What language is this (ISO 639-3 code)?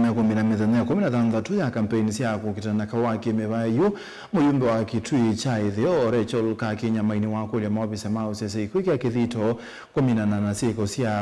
kam